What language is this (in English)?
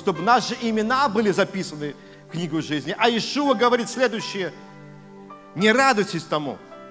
Russian